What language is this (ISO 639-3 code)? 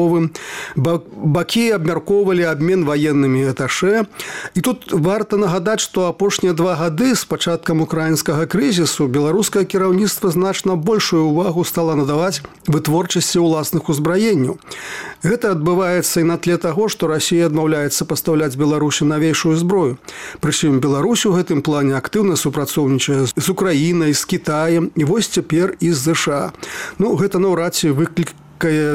bel